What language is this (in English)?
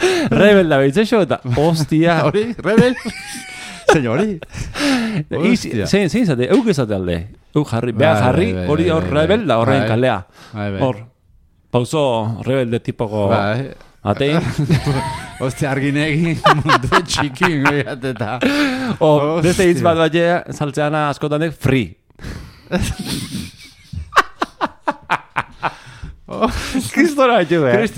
Basque